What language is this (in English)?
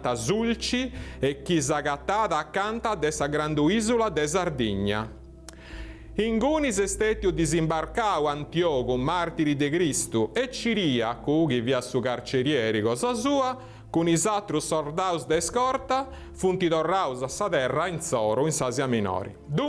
Sardinian